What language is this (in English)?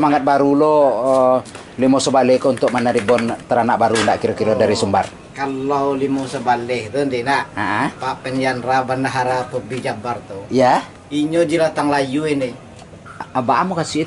Minangkabau